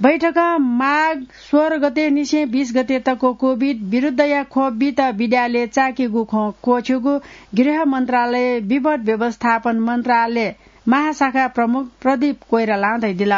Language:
Newari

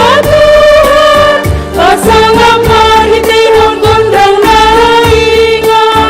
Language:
Batak Simalungun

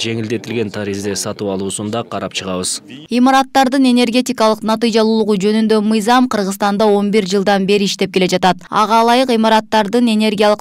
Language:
Kyrgyz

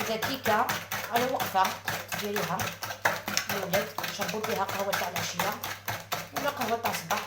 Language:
Algerian Arabic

